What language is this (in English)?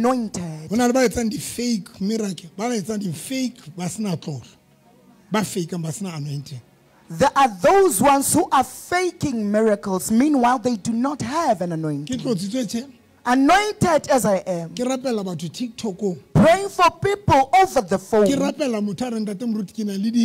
Southern Sotho